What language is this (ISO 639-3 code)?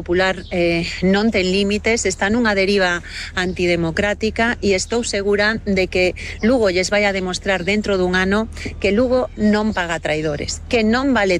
glg